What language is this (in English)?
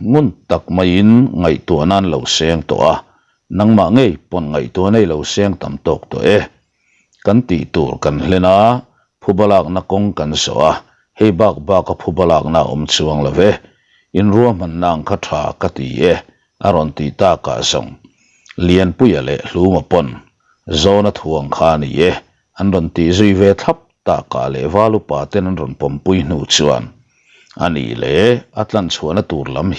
Mizo